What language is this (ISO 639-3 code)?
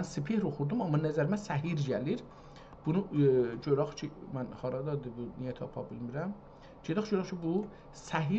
azb